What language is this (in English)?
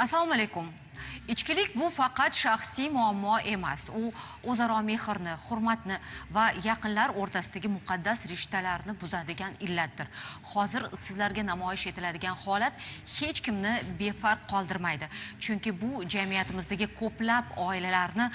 Uzbek